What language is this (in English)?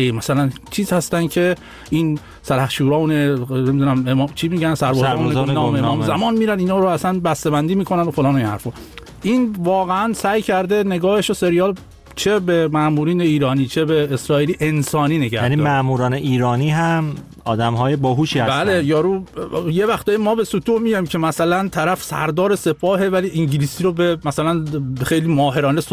Persian